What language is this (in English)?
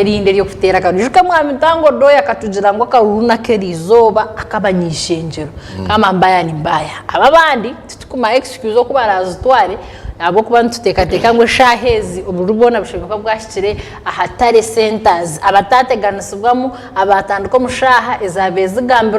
Nyankole